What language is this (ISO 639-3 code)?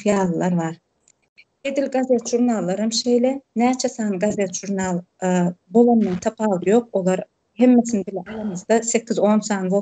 tuk